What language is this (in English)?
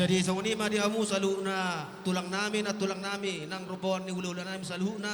Batak Toba